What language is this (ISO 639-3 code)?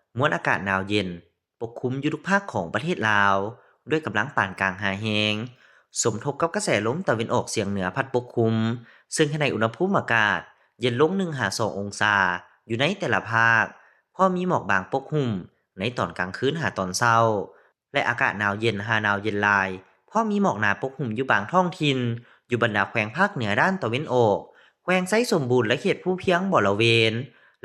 lao